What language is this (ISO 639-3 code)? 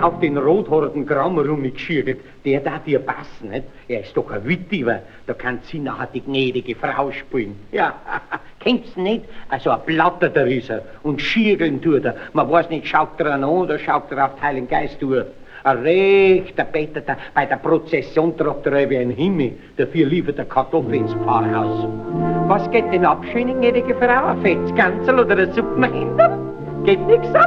bar